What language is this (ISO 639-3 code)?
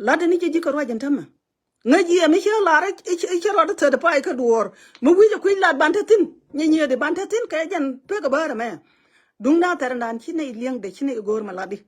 nus